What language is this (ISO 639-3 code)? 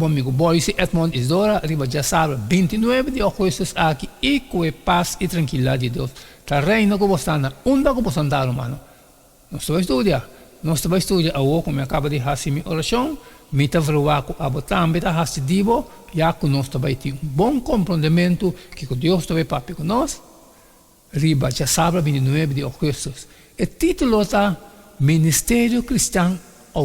pap